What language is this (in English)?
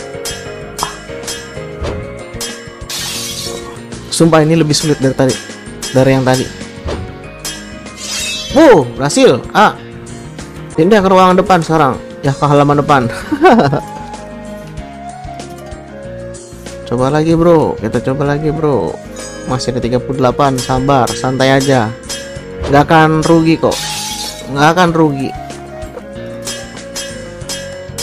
Indonesian